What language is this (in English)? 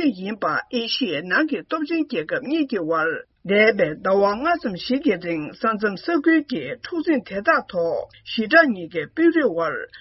Tibetan